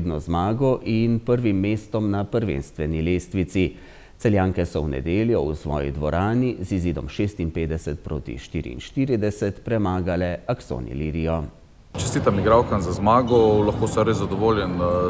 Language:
Slovenian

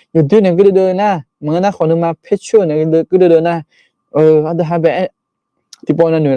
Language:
Akha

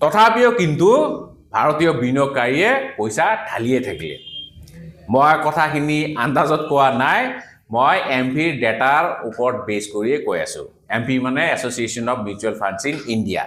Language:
Assamese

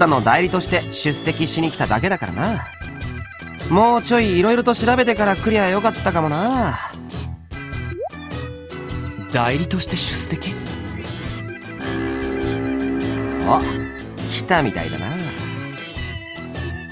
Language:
Japanese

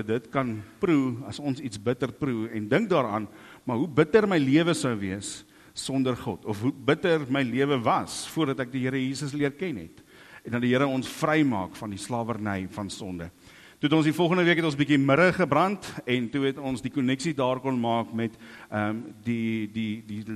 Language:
Afrikaans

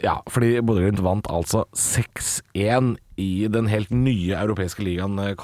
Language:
Norwegian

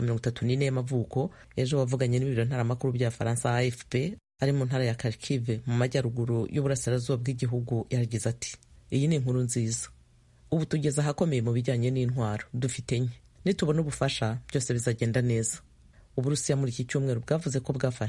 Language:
Kinyarwanda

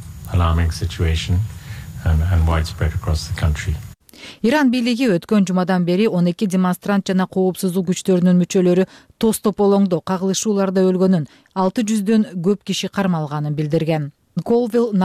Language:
Kyrgyz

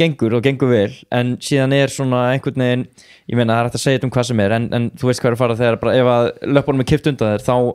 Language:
Icelandic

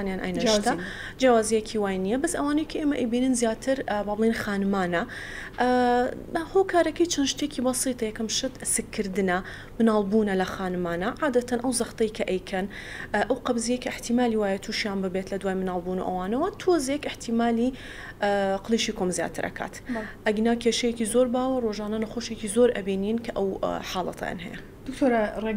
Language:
Central Kurdish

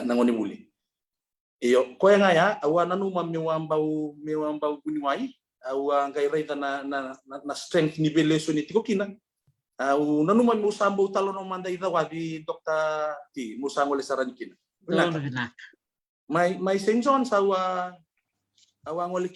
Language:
Fijian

